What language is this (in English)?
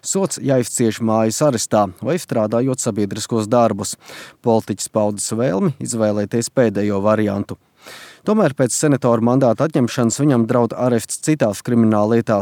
Latvian